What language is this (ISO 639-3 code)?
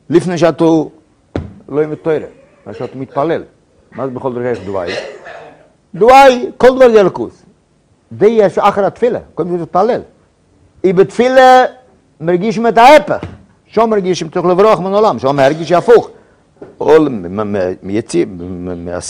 heb